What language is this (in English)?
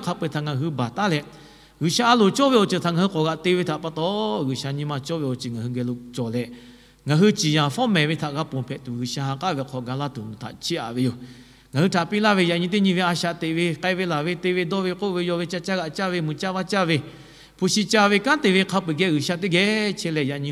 Lahu